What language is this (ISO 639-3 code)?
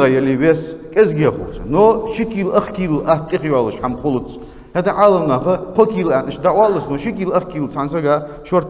inh